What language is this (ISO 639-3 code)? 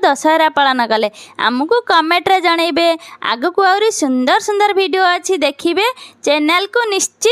ori